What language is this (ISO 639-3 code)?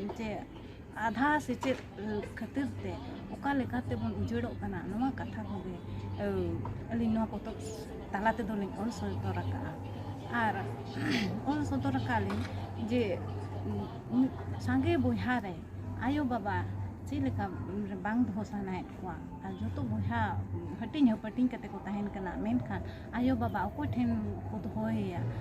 sat